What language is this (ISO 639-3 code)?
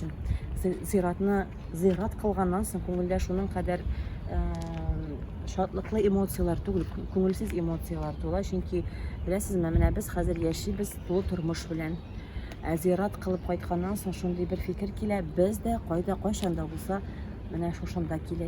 tat